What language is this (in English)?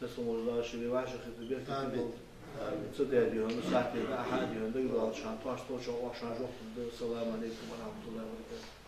Ingush